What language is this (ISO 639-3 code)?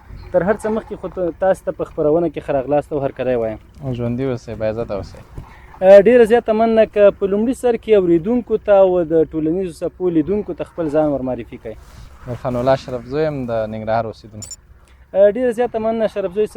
pus